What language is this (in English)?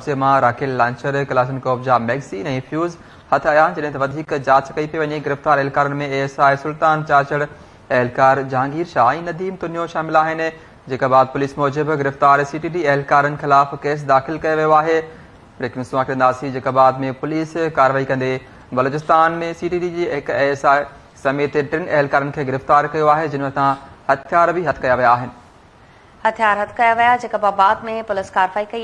Sindhi